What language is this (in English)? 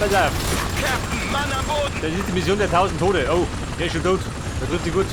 Bavarian